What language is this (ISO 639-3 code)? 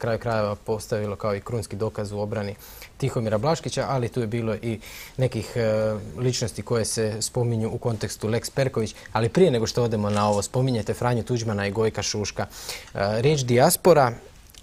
hrv